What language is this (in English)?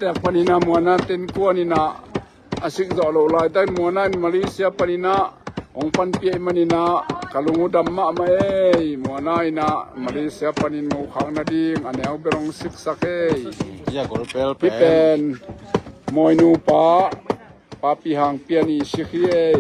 Tedim Chin